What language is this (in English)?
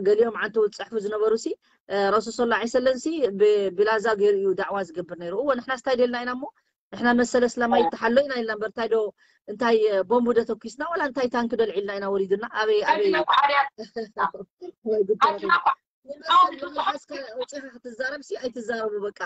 Tigrinya